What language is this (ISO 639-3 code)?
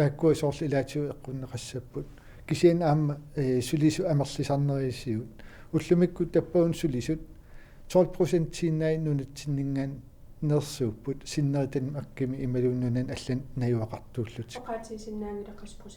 kal